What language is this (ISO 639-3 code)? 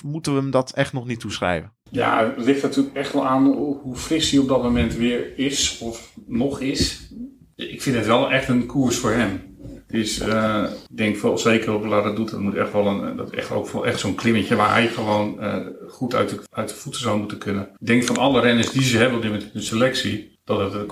nld